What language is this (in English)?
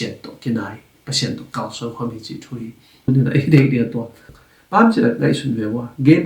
Tedim Chin